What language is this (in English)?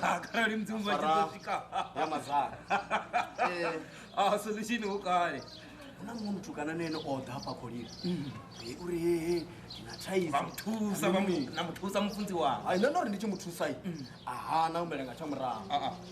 Venda